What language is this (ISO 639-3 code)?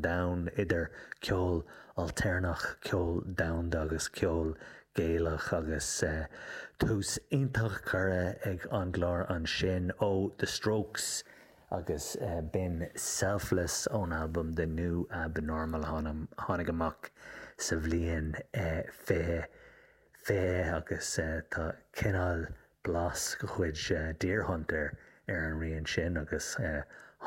gle